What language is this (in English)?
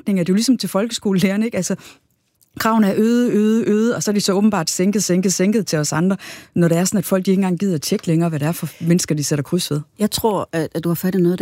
Danish